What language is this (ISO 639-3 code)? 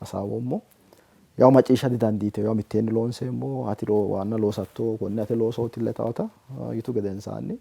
sid